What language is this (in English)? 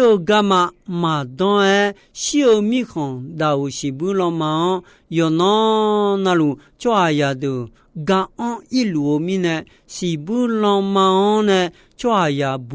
Akha